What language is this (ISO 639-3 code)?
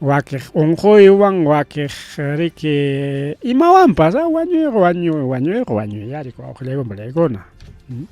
quy